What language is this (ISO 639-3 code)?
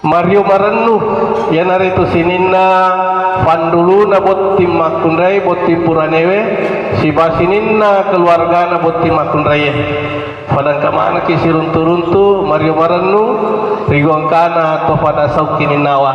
bug